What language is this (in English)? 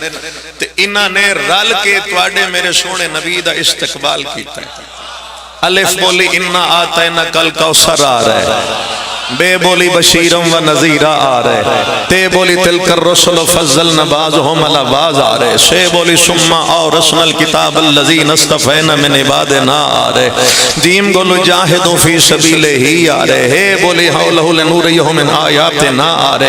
Pahari-Potwari